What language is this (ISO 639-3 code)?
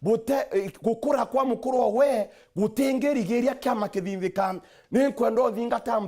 mer